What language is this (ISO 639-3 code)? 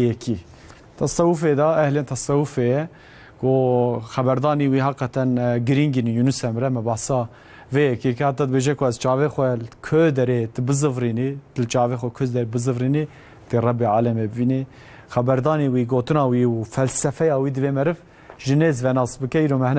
kur